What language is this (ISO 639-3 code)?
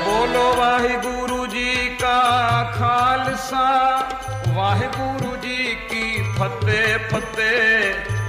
pan